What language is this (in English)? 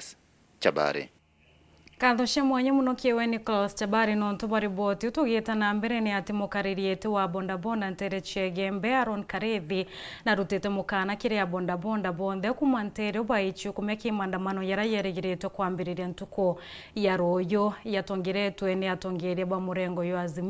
Meru